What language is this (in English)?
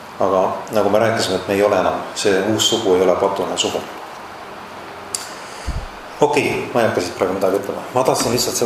Estonian